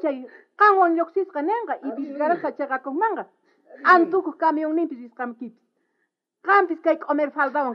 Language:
South Bolivian Quechua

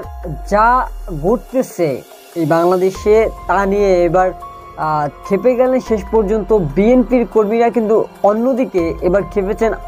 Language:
Bangla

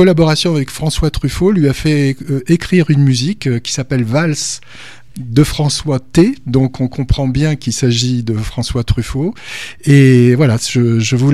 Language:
French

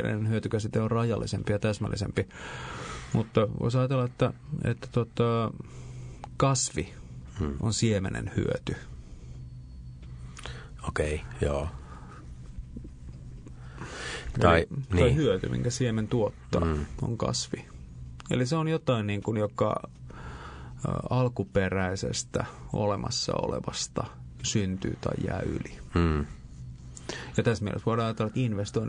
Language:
Finnish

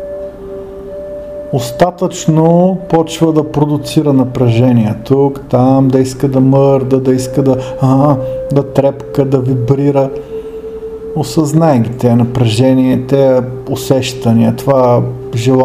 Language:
Bulgarian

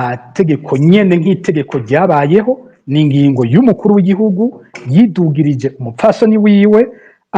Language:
Rundi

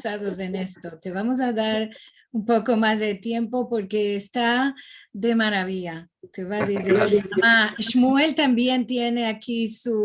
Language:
Ladino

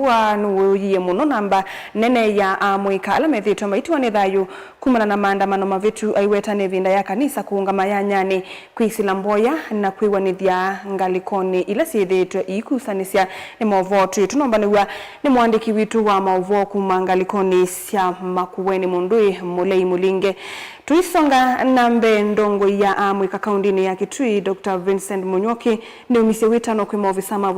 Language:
Kamba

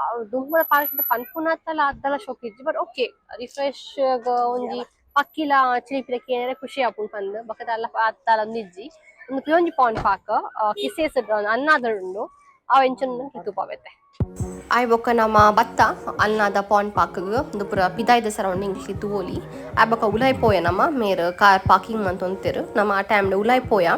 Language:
Tulu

